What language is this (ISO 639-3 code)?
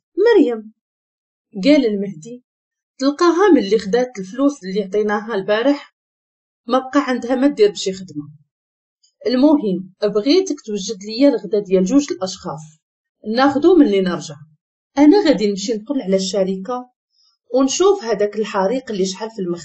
ary